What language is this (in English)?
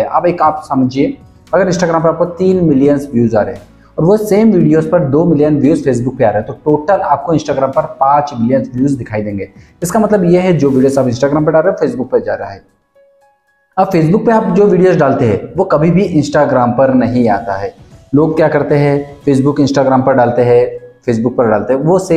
Hindi